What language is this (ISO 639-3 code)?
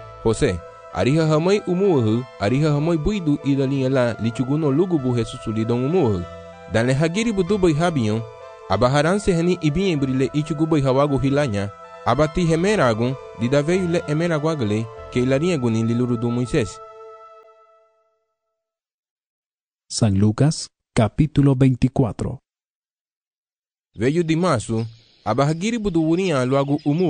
cab